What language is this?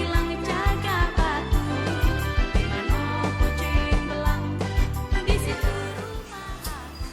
Musi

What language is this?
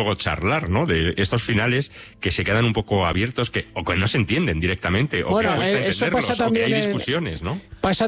Spanish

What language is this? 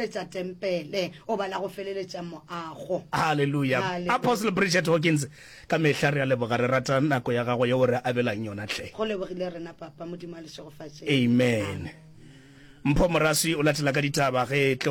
Northern Sotho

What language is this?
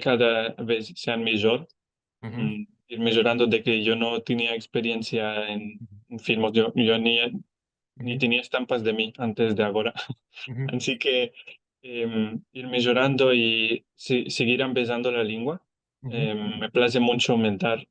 Ladino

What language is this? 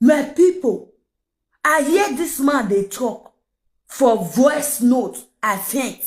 Nigerian Pidgin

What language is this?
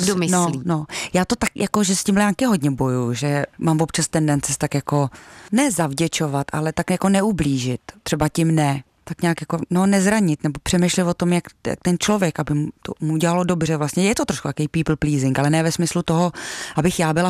Czech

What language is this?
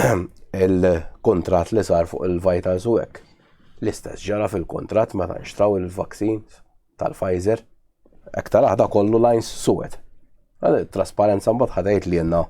Maltese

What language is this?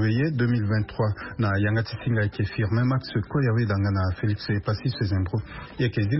Sango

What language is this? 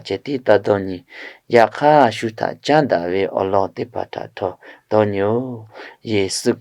Lahu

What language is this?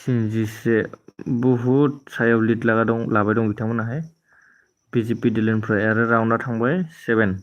Bodo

